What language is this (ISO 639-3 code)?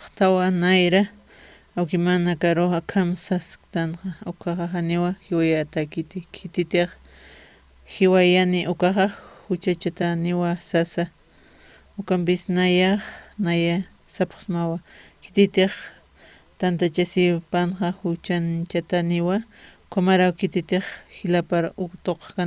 aym